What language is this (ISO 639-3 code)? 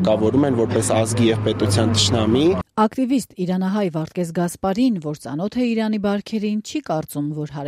hye